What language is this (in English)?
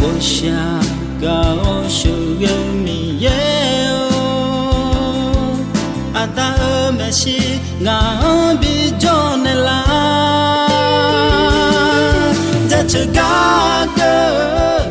Akha